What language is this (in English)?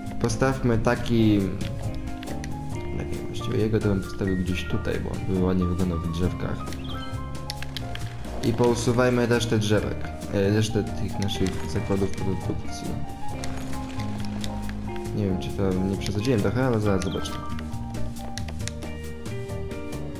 Polish